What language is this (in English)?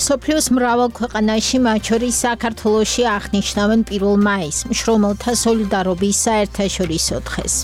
Georgian